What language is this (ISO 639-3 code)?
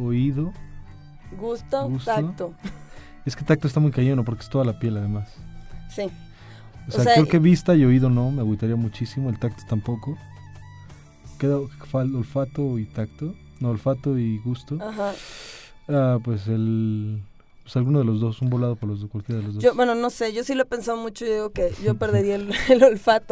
spa